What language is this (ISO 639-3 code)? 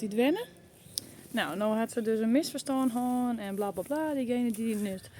fry